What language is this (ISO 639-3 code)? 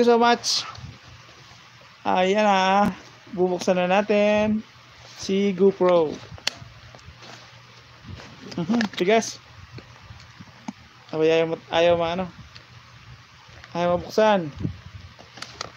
fil